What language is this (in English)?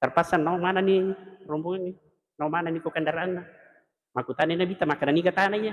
Buginese